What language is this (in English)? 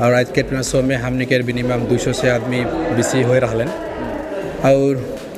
Sadri